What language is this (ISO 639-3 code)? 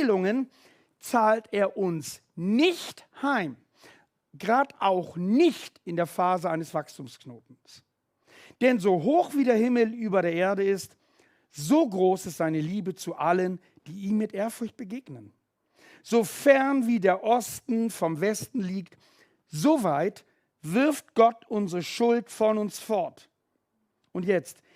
gsw